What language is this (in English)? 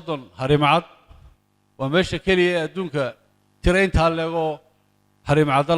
Somali